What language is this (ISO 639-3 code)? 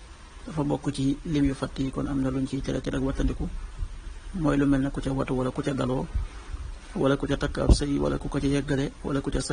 wol